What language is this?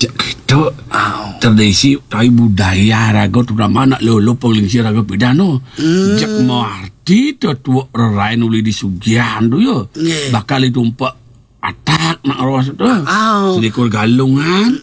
Balinese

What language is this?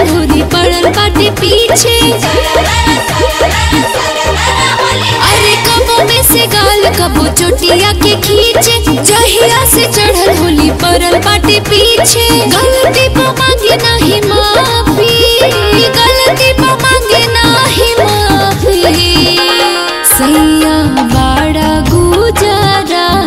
Bhojpuri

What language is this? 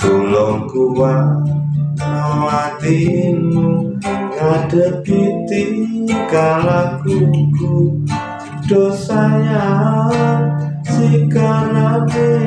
Javanese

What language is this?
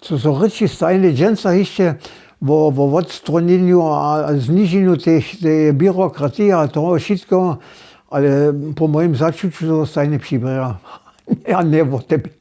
Upper Sorbian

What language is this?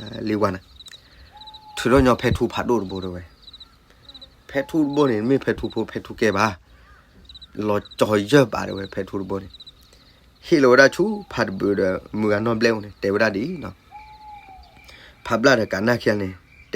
S'gaw Karen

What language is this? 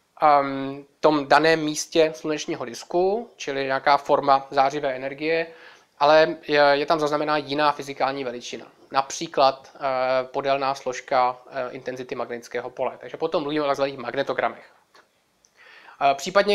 Czech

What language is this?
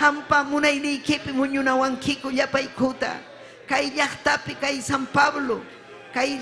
Ayacucho Quechua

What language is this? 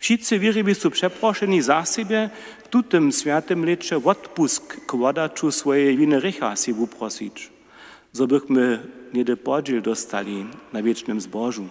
Upper Sorbian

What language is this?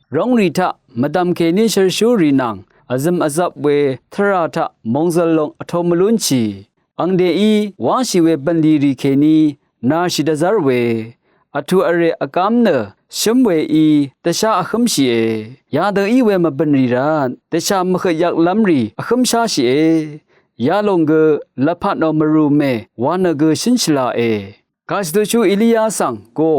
Rawang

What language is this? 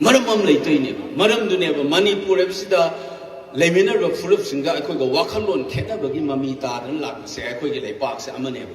Manipuri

